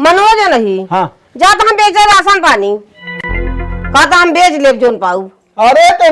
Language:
Awadhi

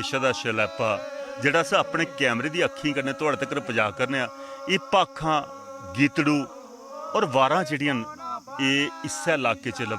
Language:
Dogri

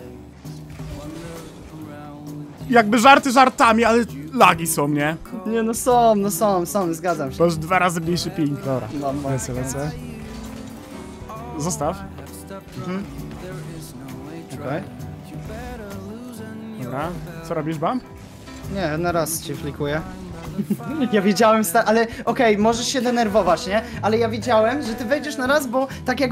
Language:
Polish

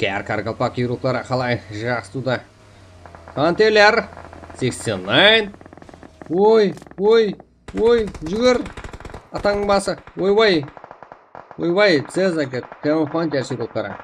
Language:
Kara-Kalpak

